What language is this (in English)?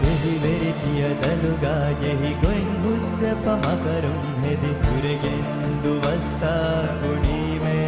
Divehi